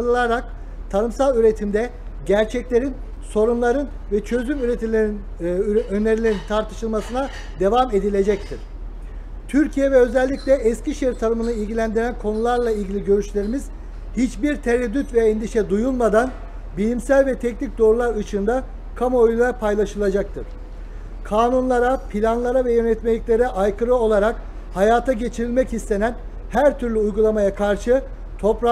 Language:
Turkish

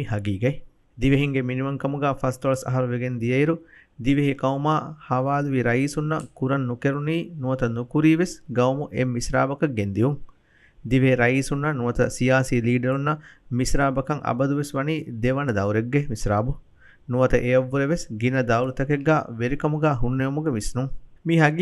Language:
Divehi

